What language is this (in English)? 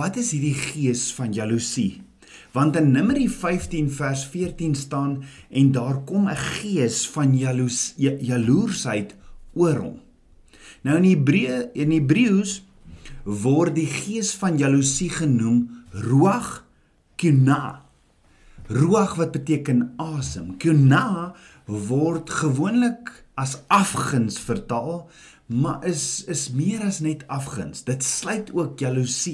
Afrikaans